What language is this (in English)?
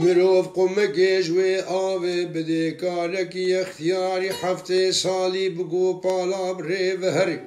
Kurdish